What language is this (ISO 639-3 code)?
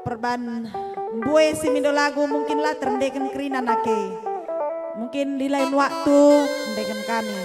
btx